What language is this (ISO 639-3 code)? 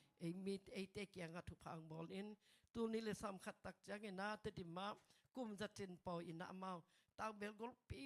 ctd